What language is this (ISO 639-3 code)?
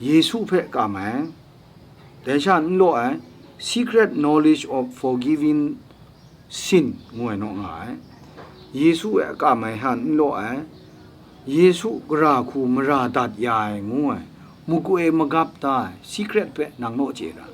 kac